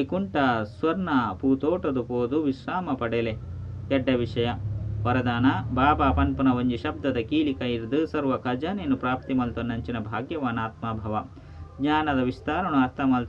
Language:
Tulu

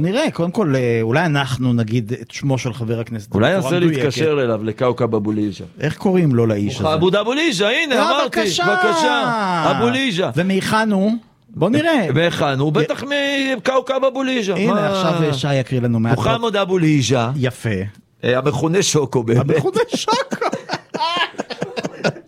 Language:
Hebrew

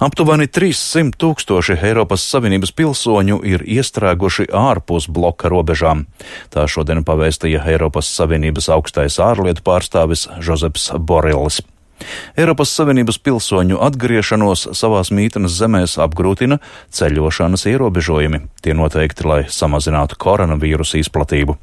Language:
Latvian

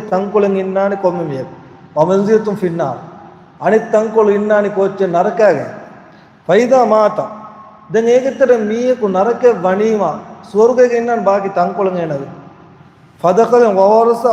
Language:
Divehi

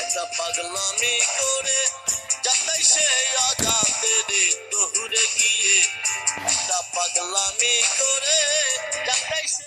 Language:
Sylheti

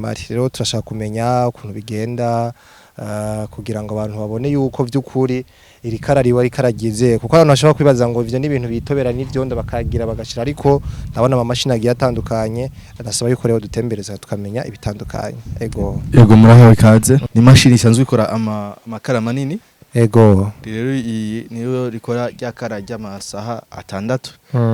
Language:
Rundi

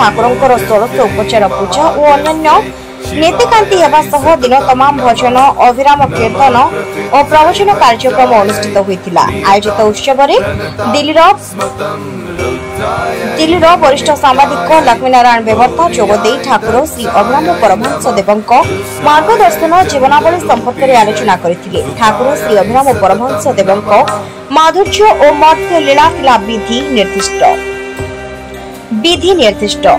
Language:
Odia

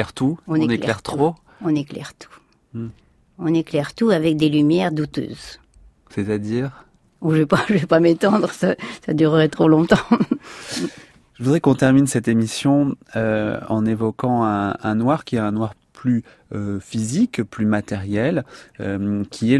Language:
French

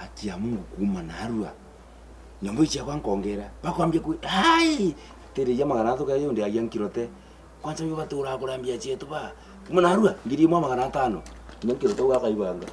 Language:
Meru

